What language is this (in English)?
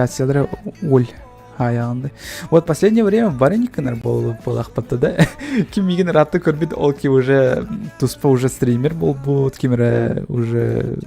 Yakut